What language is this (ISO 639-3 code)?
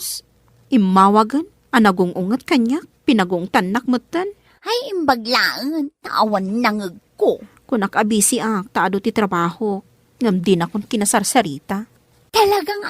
ilo